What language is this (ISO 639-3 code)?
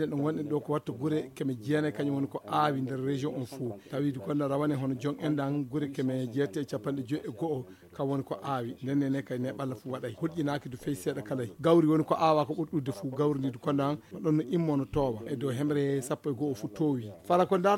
ful